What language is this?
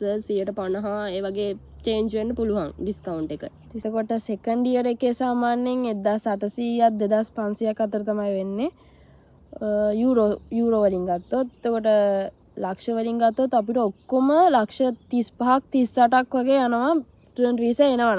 Sinhala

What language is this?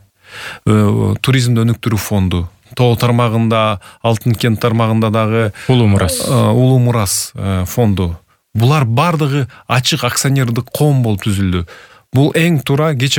Kyrgyz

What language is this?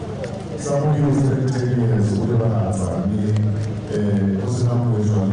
Tswana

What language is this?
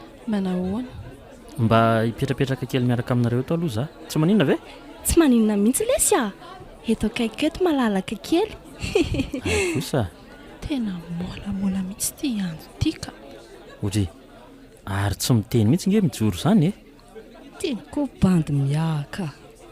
Malagasy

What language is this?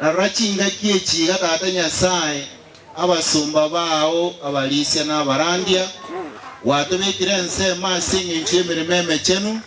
Gusii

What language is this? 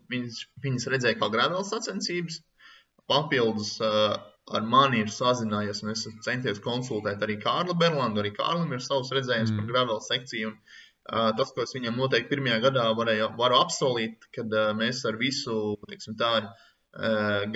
Latvian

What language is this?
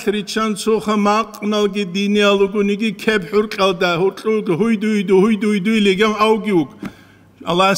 Avaric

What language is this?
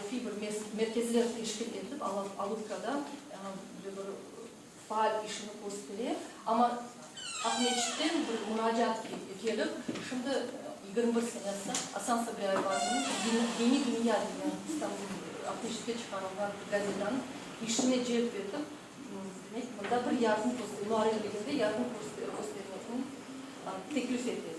Crimean Tatar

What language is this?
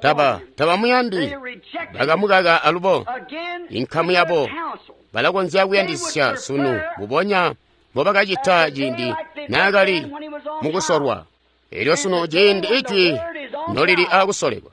Tonga (Zambia)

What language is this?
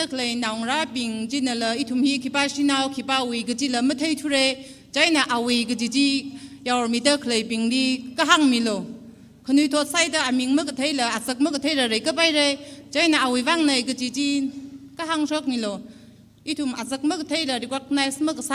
Tangkhul Naga (India)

